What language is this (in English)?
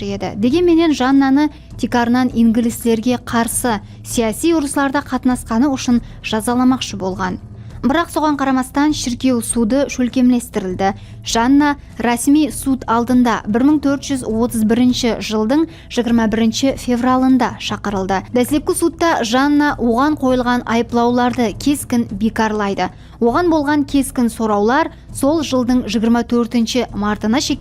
Kara-Kalpak